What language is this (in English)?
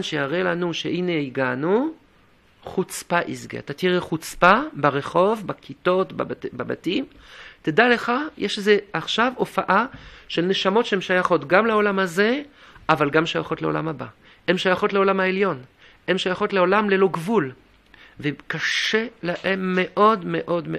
Hebrew